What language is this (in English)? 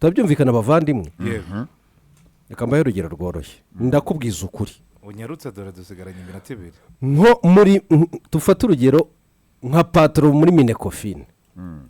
Kinyarwanda